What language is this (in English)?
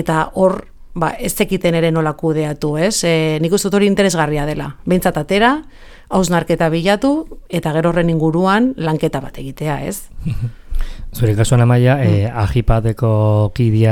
Basque